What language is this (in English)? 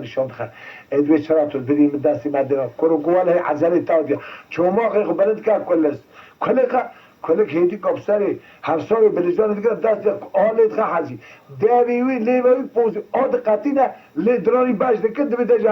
Kurdish